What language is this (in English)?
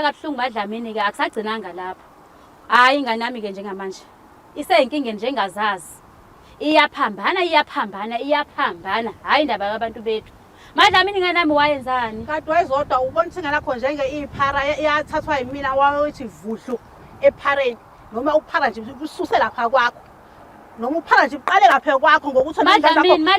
Zulu